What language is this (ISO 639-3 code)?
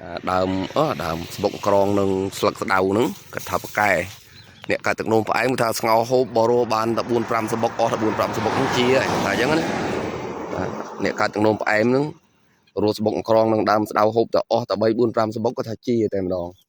khm